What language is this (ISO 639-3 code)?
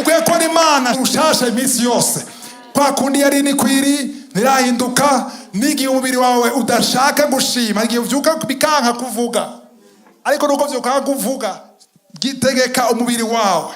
run